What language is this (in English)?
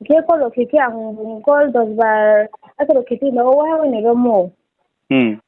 Riang (India)